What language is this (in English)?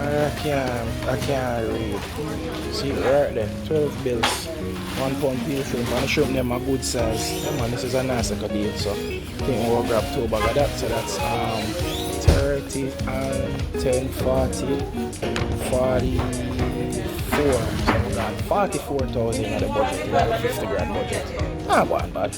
Jamaican Creole English